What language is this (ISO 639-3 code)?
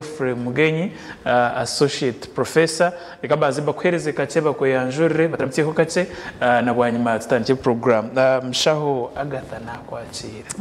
nyn